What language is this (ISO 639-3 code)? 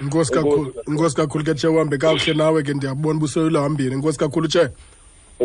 xho